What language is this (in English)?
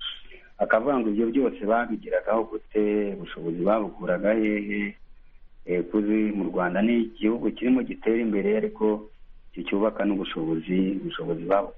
Kinyarwanda